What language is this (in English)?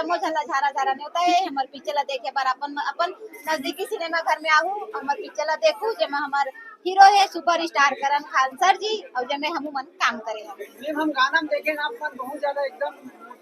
Chhattisgarhi